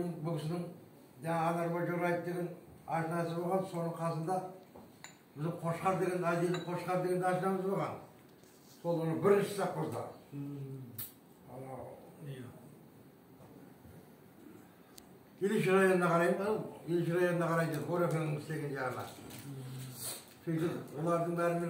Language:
Kazakh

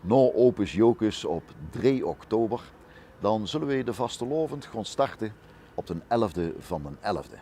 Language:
Limburgish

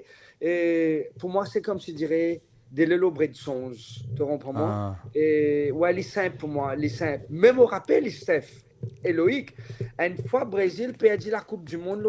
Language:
Morisyen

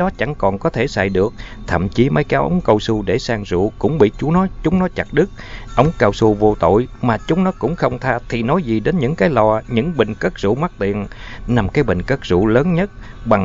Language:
Vietnamese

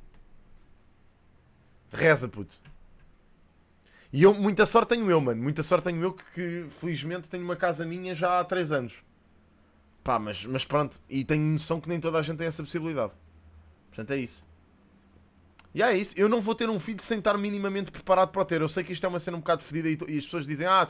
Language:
Portuguese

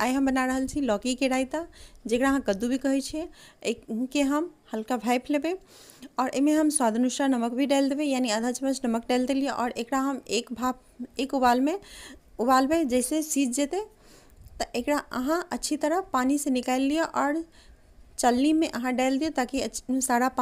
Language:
Maithili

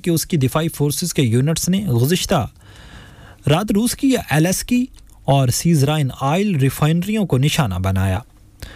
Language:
Urdu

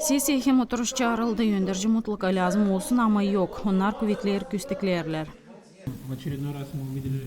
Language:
Gagauz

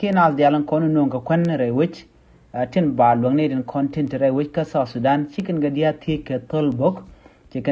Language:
Nuer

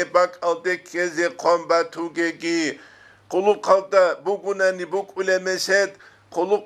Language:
Avaric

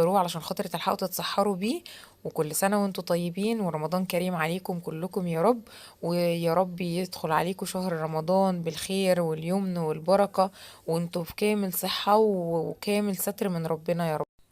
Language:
Egyptian Arabic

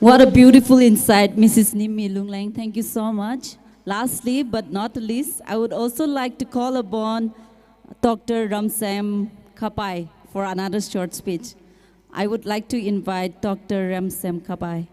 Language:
Tangkhul Naga (India)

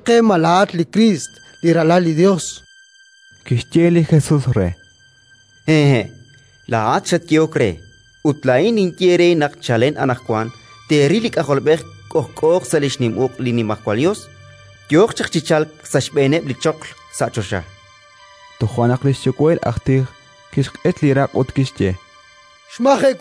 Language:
Kekchí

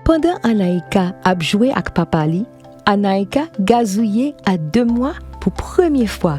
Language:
Haitian Creole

